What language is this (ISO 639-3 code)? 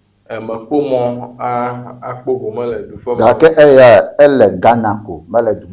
ewe